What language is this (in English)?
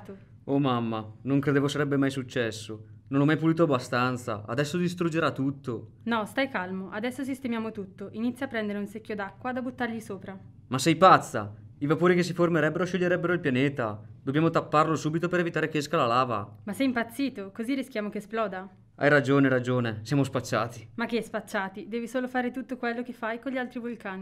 Italian